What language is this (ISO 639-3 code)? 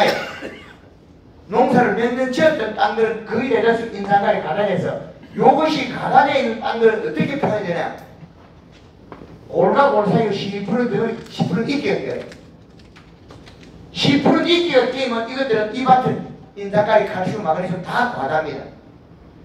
kor